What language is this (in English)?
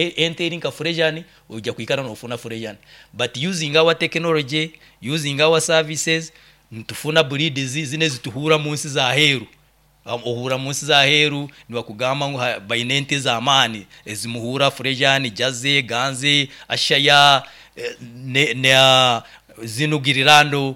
Nyoro